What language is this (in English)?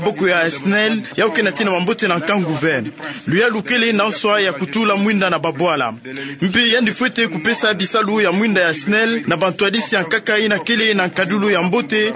Kituba (Democratic Republic of Congo)